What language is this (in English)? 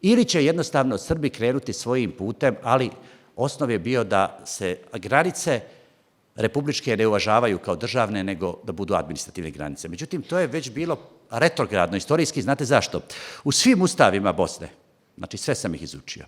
Bosnian